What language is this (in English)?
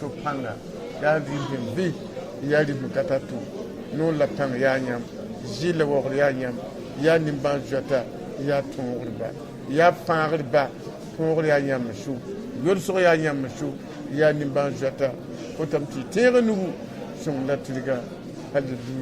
Mossi